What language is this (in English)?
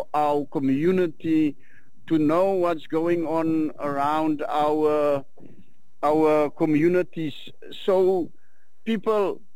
Afrikaans